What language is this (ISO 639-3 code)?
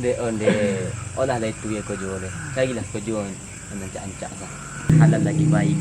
min